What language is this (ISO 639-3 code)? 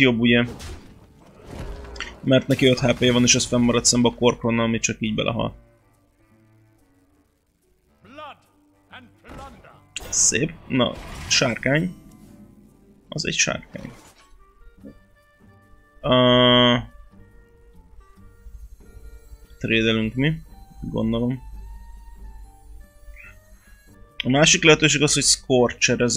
hun